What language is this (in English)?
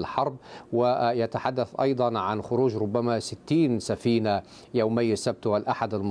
Arabic